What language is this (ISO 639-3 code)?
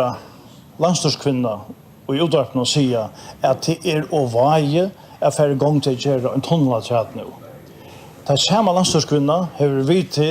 fao